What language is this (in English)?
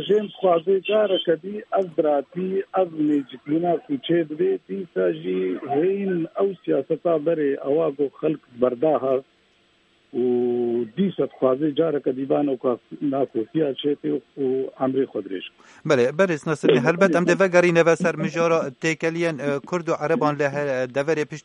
Kurdish